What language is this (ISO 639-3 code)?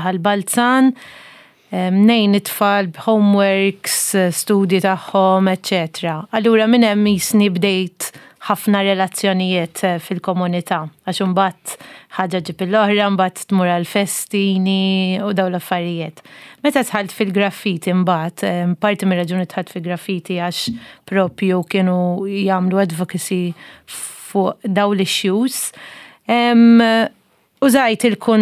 mlt